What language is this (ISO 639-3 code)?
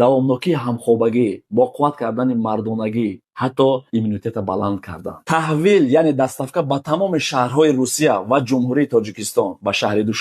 tgk